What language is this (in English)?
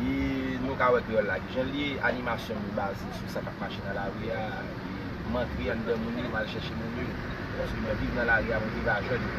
Haitian Creole